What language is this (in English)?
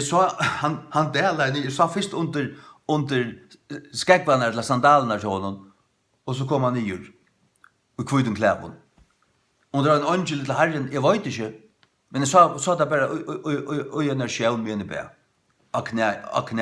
Faroese